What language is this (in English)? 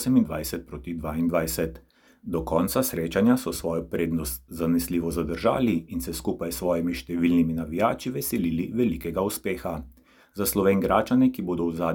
Slovenian